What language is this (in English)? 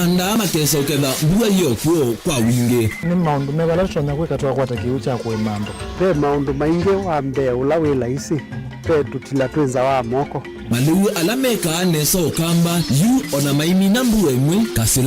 Kamba